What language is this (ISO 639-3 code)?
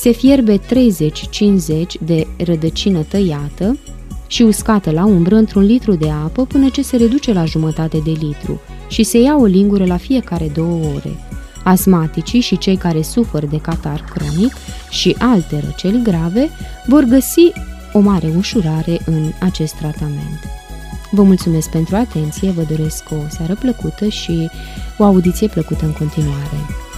ron